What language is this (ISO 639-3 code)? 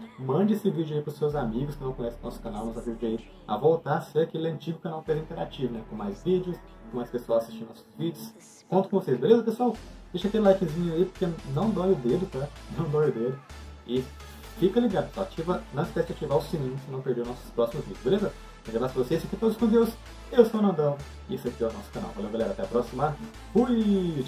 por